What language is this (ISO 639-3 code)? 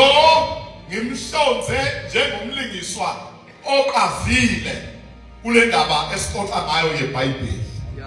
zul